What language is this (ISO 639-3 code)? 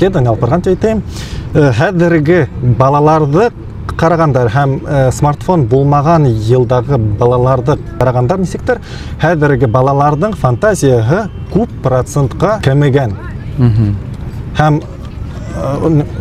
bak